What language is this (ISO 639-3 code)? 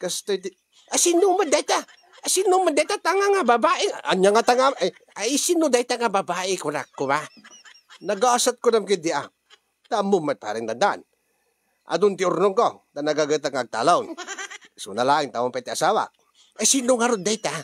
ilo